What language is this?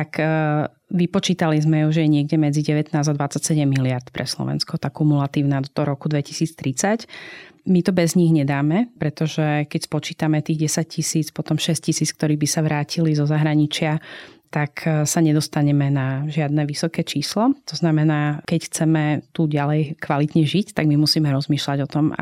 Slovak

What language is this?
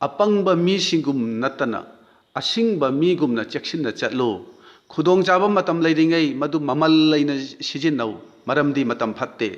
Manipuri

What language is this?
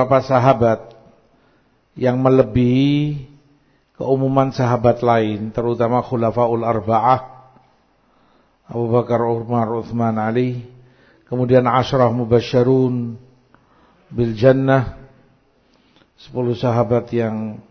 Indonesian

